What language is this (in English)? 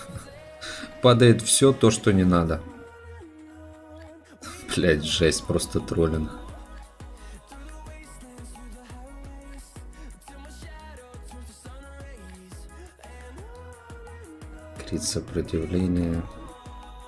Russian